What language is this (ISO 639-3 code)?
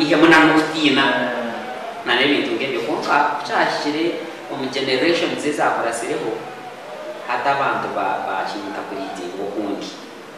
kin